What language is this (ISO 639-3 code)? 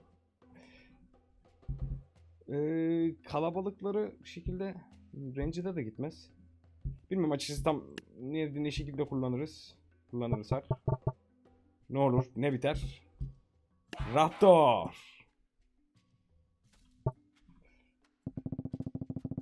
tur